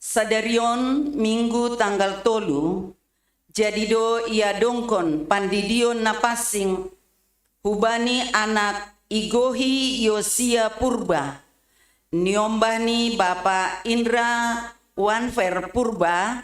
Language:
Batak Simalungun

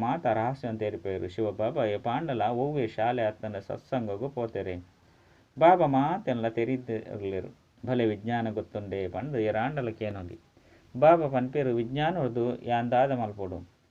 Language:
Tulu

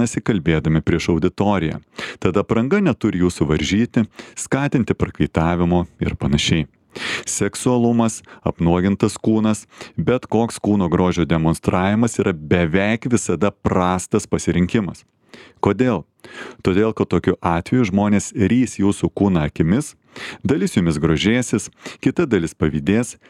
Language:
Lithuanian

